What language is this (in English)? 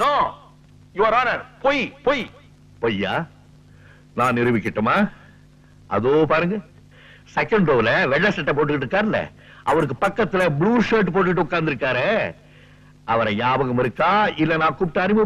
Tamil